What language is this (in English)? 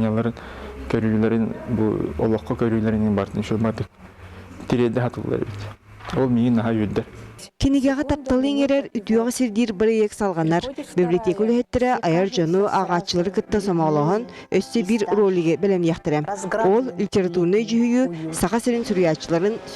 Yakut